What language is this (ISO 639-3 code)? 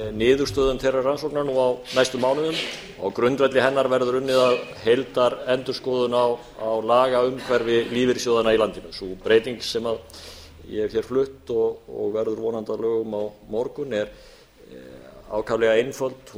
isl